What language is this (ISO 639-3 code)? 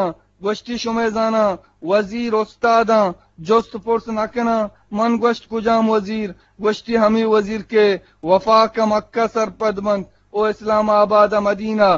bgp